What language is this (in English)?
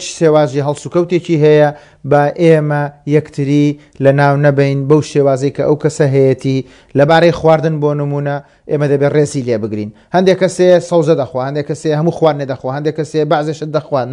Central Kurdish